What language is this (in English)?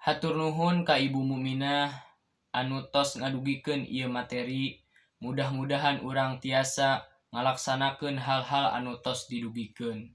Sundanese